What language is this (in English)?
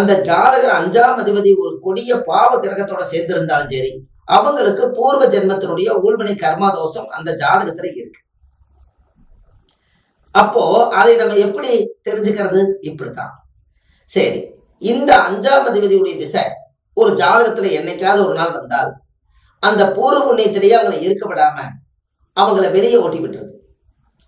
Tamil